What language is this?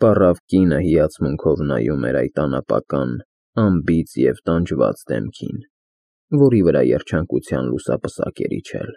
Armenian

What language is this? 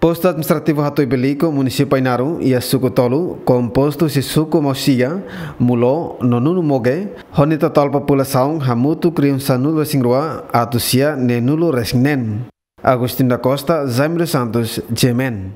Tetum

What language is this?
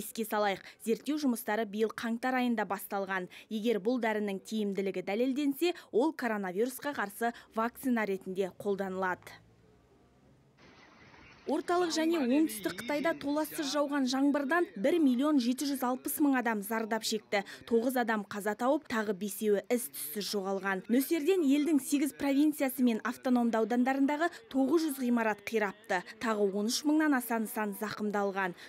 Kazakh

